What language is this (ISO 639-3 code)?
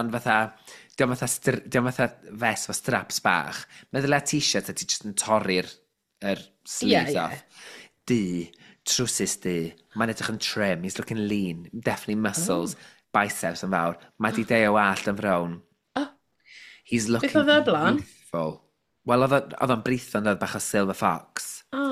cym